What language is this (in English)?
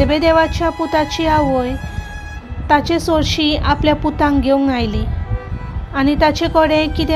Konkani